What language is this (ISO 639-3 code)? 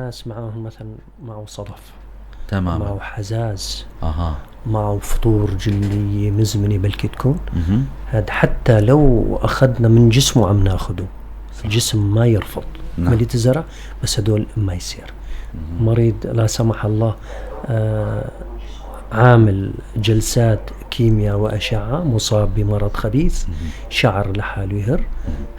apc